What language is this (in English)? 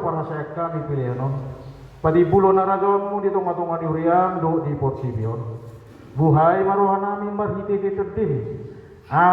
Batak Toba